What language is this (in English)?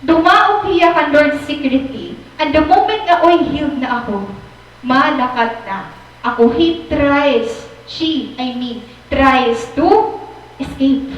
Waray